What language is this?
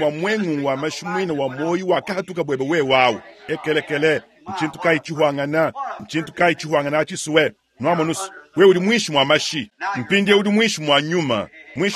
Luba-Lulua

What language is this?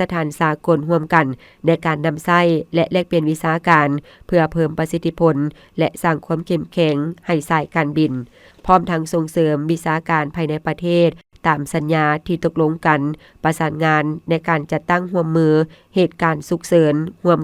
Lao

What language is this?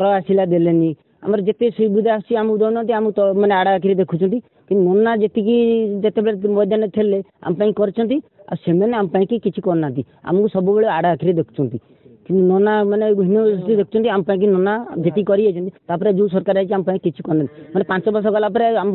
Odia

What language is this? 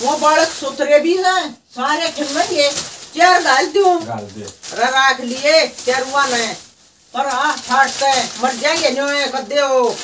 Haryanvi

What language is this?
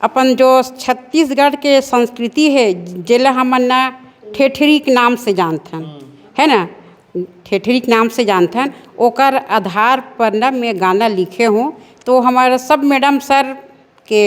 Chhattisgarhi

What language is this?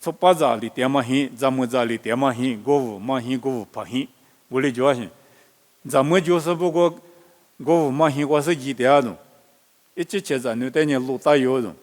Lisu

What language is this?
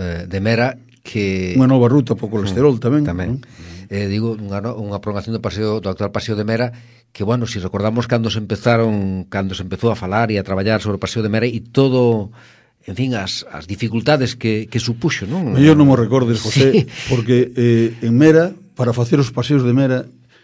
Galician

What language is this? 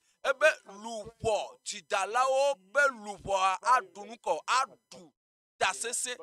Ewe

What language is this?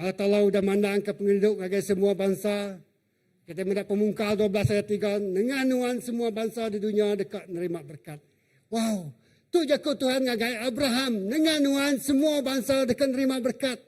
Iban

